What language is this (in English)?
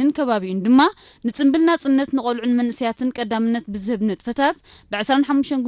Tigrinya